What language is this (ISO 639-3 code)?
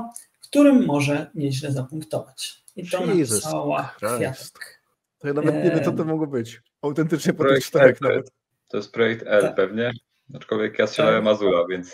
pol